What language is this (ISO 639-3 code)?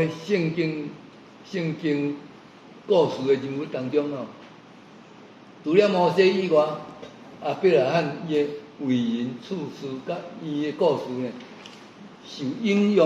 nan